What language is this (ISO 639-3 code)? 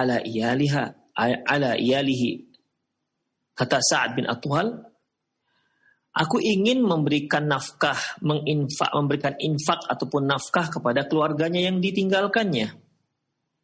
ind